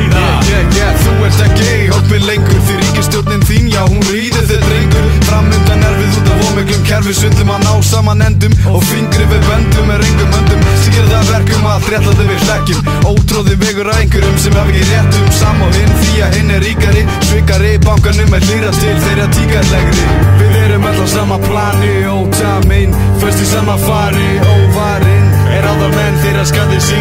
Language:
Icelandic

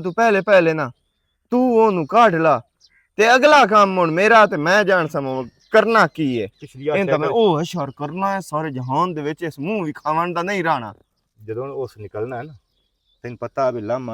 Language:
Western Panjabi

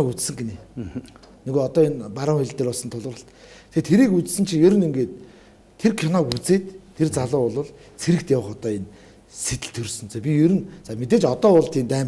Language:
Mongolian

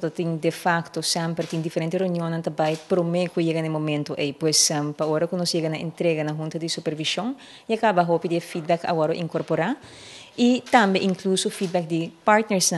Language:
Papiamento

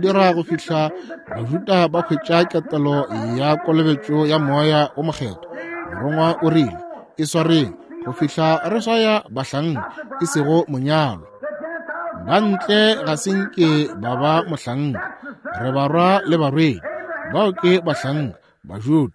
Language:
Northern Sotho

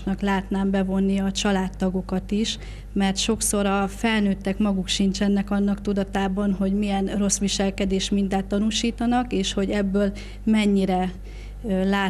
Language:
Hungarian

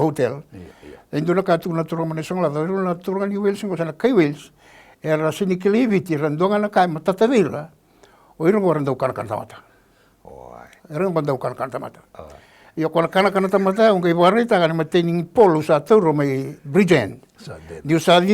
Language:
Fijian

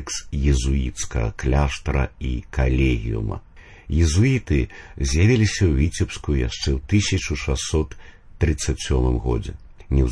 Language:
Belarusian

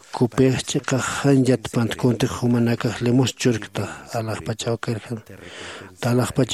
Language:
Aymara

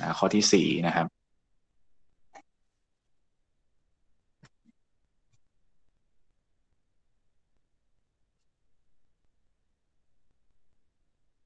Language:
Thai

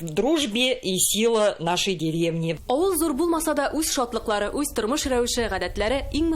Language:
Tatar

